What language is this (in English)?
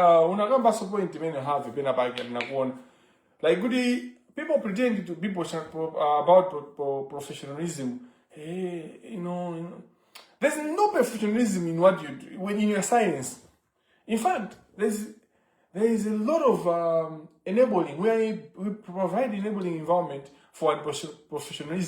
Nyanja